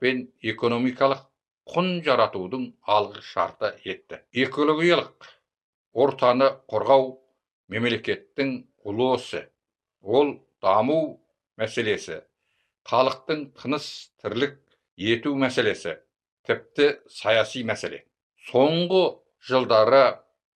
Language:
Kazakh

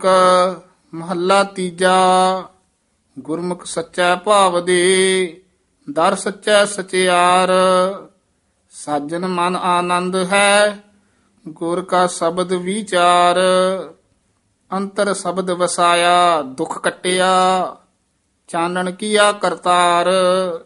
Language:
Punjabi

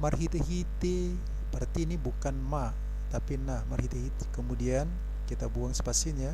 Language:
Batak Toba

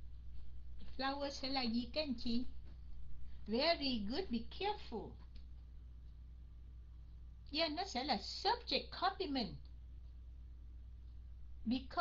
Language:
Vietnamese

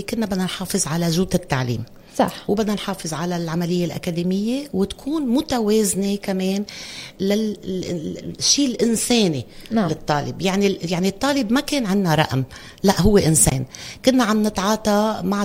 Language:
North Levantine Arabic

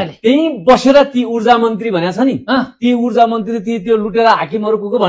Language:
Nepali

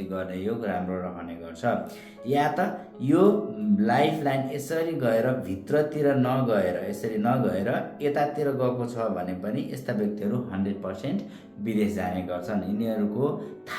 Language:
Nepali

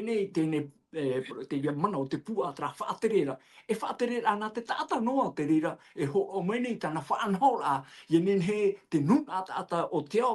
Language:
Tahitian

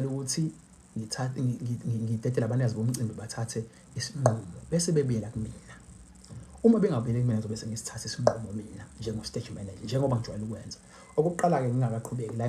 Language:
Zulu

